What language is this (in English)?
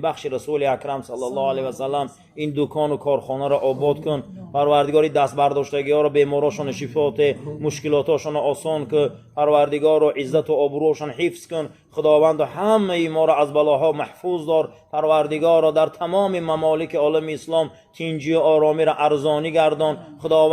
Tajik